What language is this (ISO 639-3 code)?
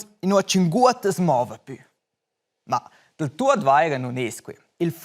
roh